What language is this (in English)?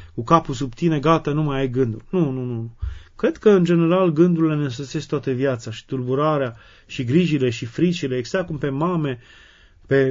Romanian